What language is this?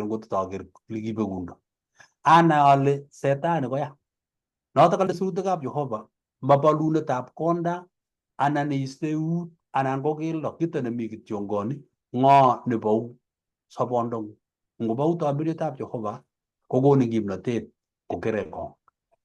Kalenjin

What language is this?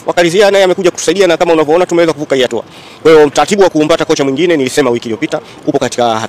Swahili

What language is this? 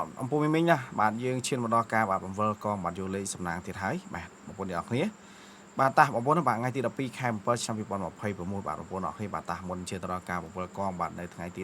Khmer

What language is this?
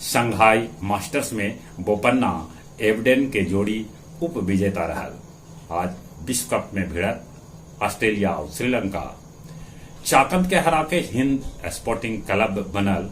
Magahi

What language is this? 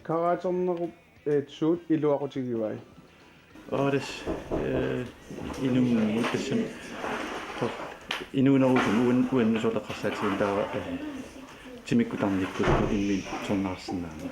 Kalaallisut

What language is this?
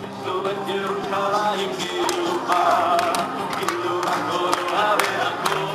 Hebrew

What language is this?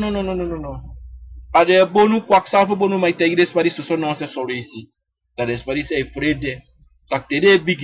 Sranan Tongo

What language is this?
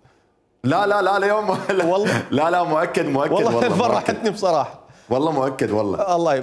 Mesopotamian Arabic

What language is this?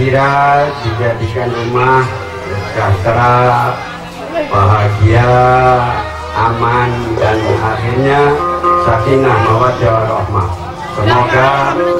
Indonesian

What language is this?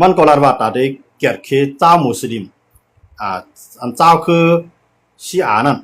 Shan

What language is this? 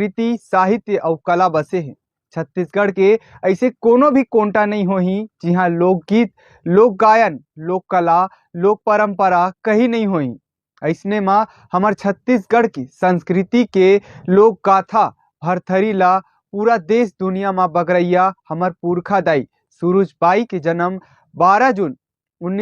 Chhattisgarhi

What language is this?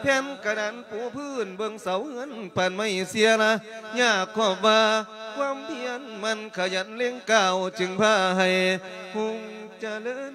Lao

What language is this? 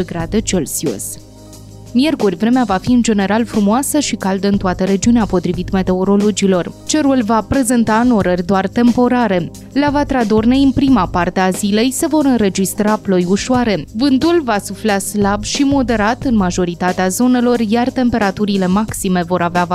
Romanian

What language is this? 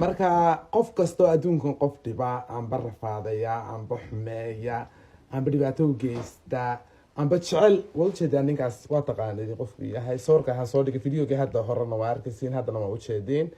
Somali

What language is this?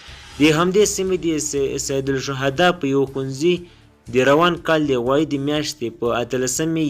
Pashto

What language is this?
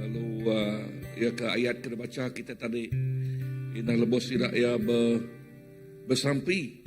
Iban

